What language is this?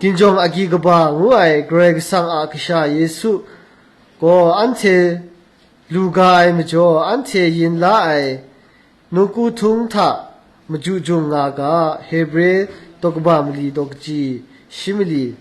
Kachin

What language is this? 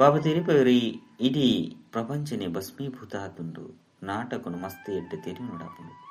Tulu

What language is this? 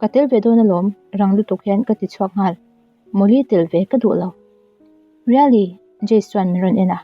Mizo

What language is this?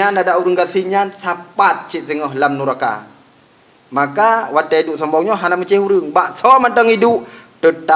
Achinese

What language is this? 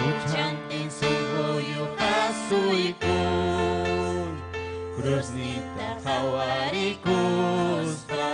Ayacucho Quechua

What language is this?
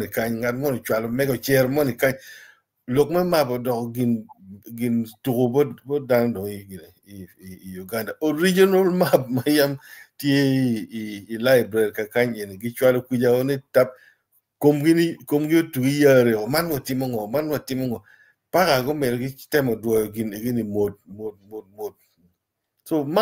Acoli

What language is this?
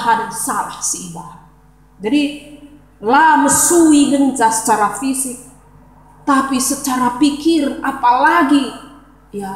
Batak Karo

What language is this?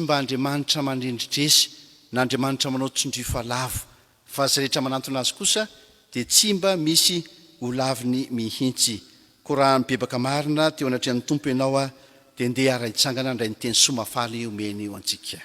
Malagasy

